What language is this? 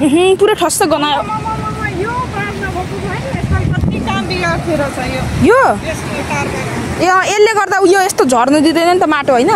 Nepali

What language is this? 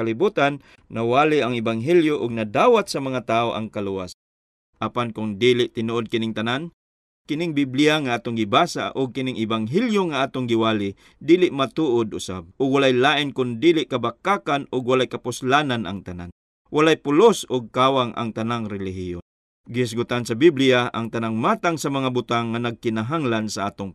Cebuano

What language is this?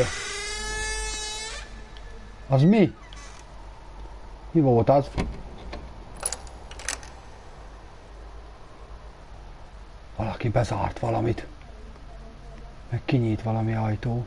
Hungarian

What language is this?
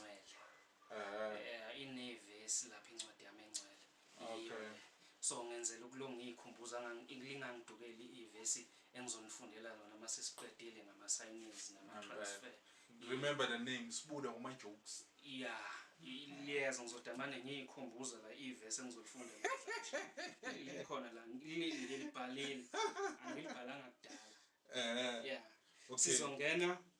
Zulu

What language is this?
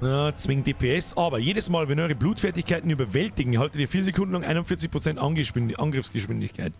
Bavarian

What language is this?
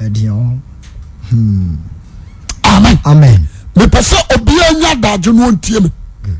Akan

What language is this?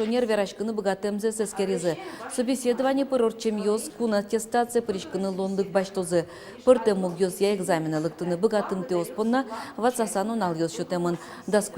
Udmurt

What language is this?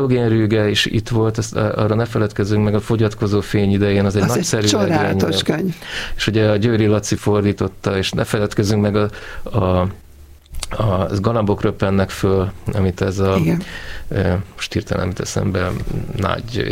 Hungarian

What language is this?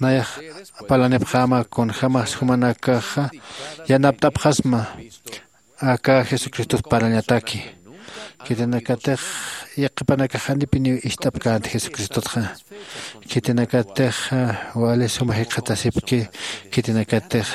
Aymara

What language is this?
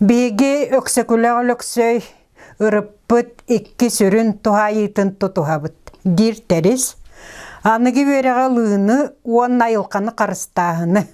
Yakut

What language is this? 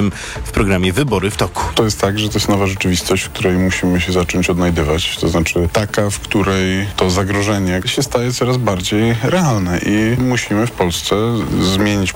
Polish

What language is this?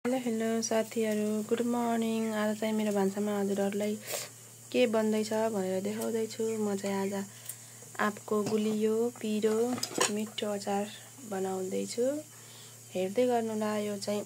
Nepali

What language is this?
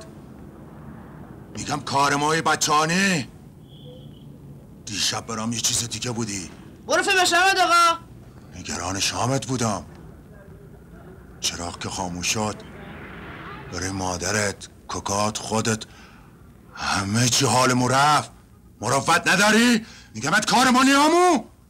Persian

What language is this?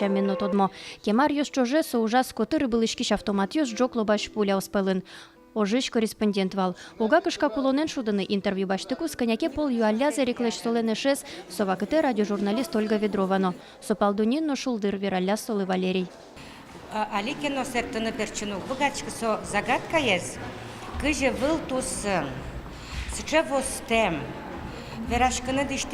Udmurt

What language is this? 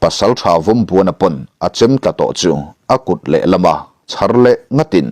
Mizo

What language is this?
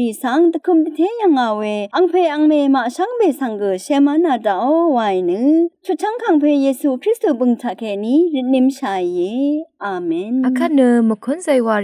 Rawang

